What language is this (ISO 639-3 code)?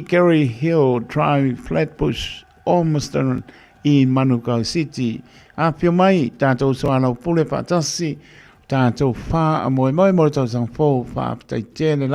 smo